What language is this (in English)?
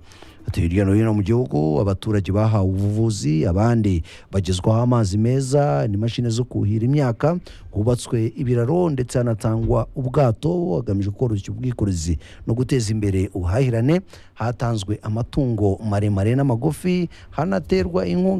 Kinyarwanda